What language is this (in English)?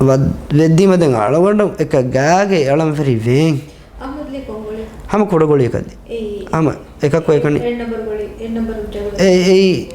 Divehi